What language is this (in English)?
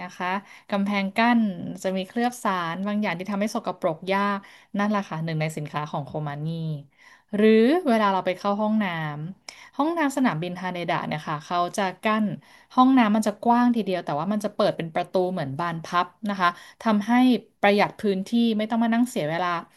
Thai